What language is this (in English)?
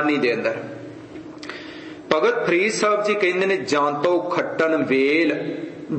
Punjabi